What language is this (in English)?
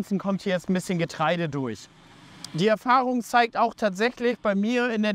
German